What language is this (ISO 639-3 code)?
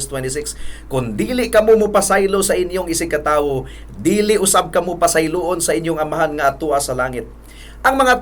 ceb